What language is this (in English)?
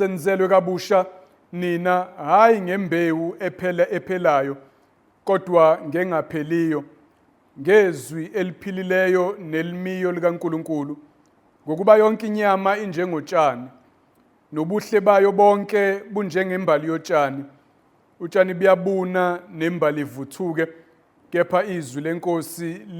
Zulu